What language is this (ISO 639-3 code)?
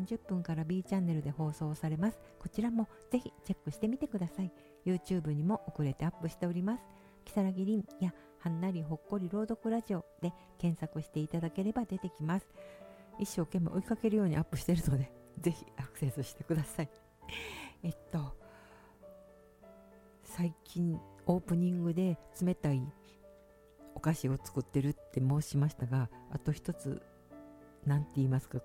jpn